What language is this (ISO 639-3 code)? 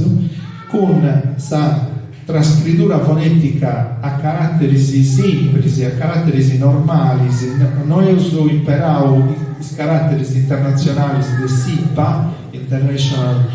srd